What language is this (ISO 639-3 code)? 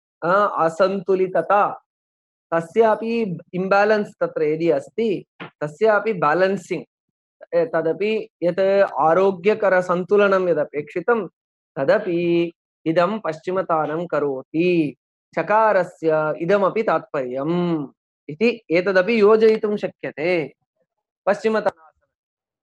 san